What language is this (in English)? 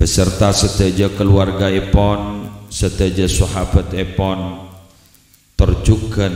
Madurese